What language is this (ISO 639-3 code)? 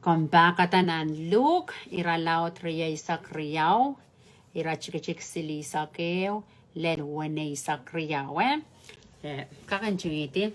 pon